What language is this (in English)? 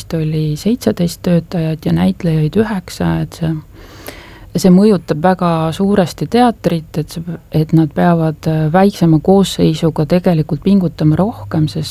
Estonian